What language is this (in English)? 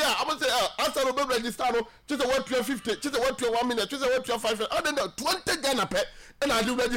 Akan